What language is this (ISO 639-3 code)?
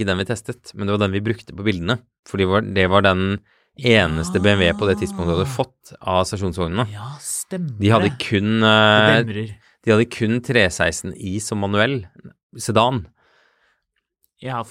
nor